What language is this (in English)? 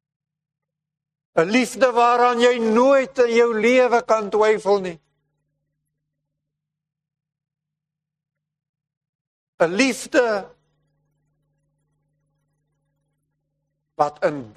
Afrikaans